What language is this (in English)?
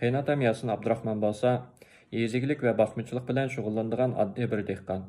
Uyghur